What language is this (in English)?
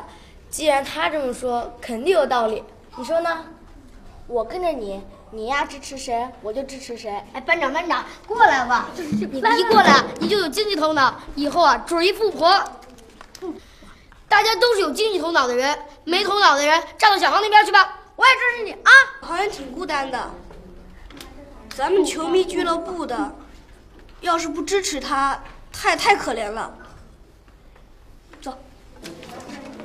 Chinese